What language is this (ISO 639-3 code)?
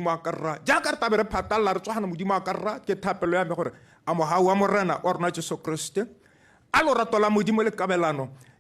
tsn